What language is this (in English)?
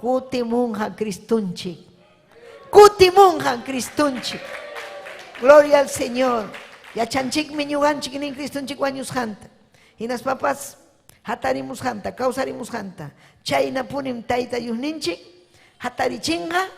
Ayacucho Quechua